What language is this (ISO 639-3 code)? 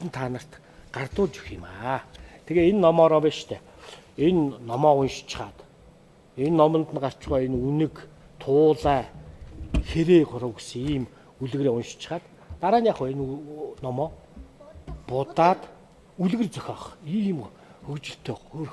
mon